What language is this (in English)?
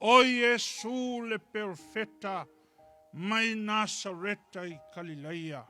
Samoan